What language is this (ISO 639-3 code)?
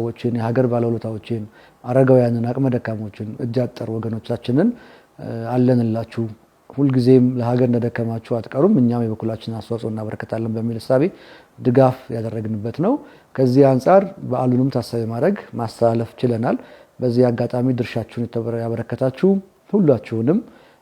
amh